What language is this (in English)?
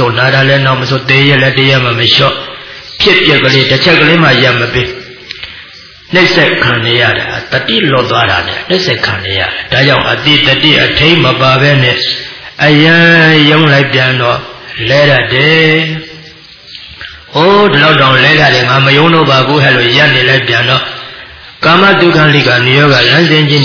Burmese